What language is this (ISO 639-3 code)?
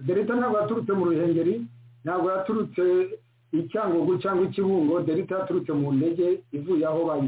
kin